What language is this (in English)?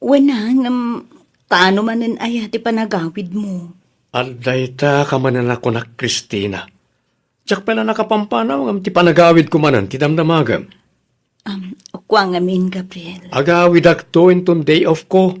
Iloko